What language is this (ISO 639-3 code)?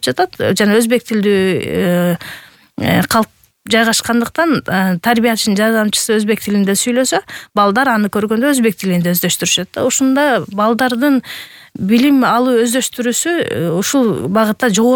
kir